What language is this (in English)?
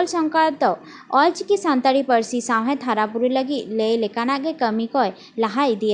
Santali